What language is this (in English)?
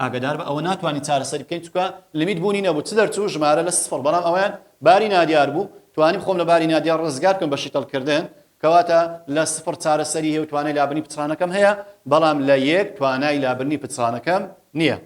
Central Kurdish